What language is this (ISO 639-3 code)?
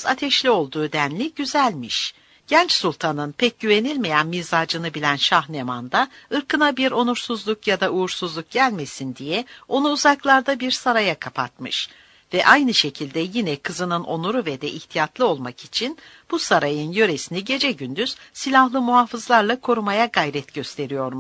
tur